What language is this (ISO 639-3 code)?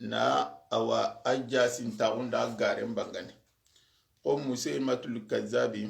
snk